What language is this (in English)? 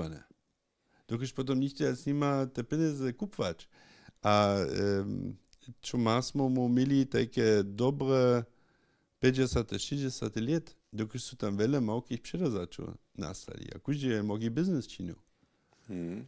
Upper Sorbian